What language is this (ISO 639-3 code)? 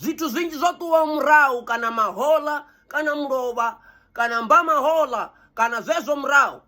ven